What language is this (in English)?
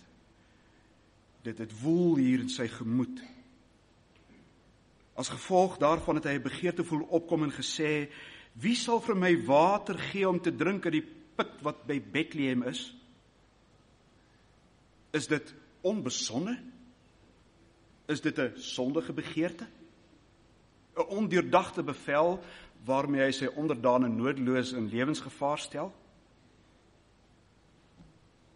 Afrikaans